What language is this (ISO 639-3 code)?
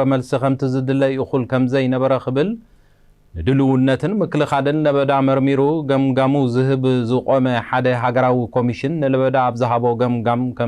tir